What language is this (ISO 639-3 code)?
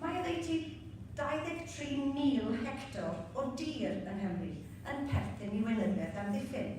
cym